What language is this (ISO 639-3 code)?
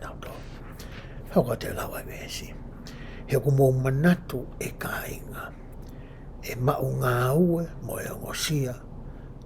ton